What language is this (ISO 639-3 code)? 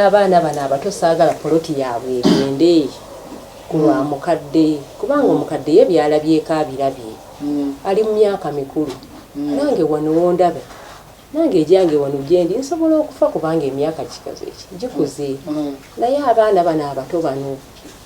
lug